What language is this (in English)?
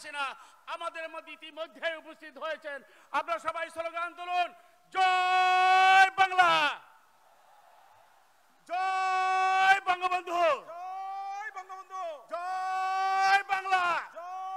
Bangla